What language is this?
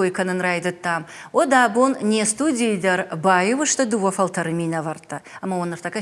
Ossetic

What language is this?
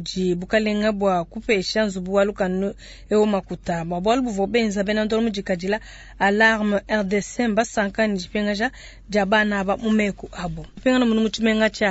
Luba-Lulua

